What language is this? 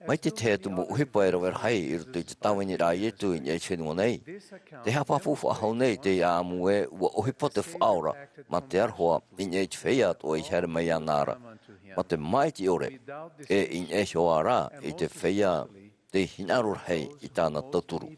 Tahitian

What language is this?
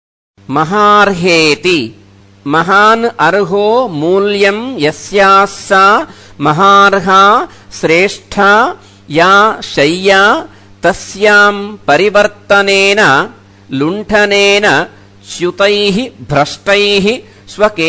Sanskrit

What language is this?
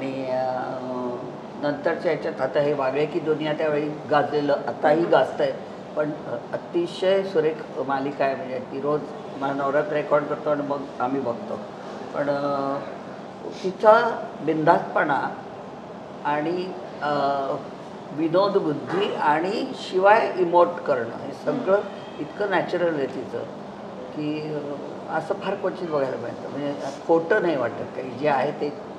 Marathi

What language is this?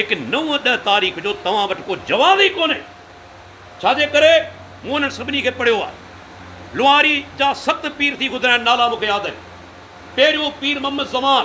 Sindhi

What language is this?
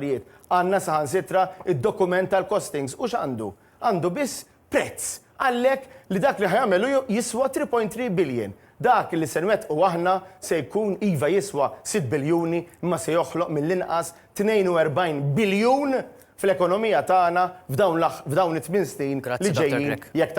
Maltese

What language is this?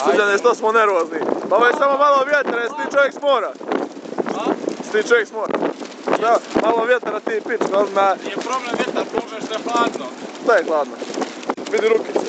Bosnian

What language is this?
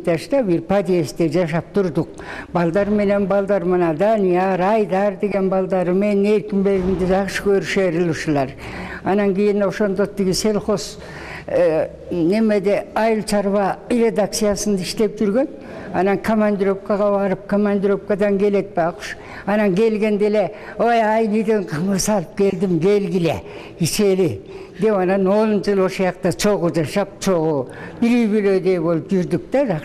Kyrgyz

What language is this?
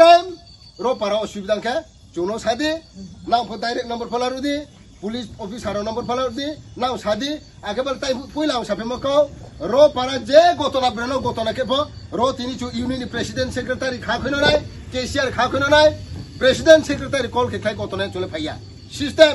Riang (India)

